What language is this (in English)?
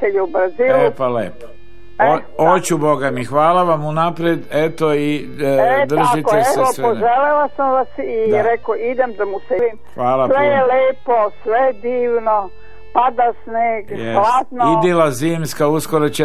Serbian